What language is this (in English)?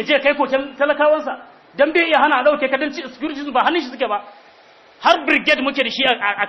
Hausa